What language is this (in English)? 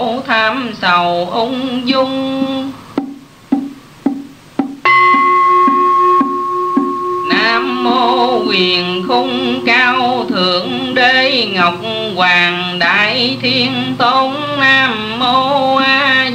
Vietnamese